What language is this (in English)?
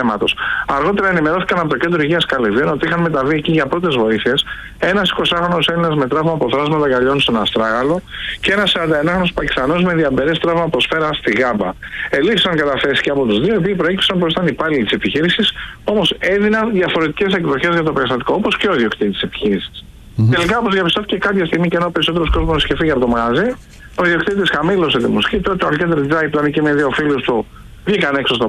Greek